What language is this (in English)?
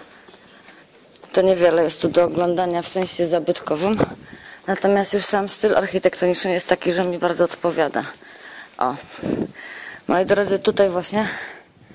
Polish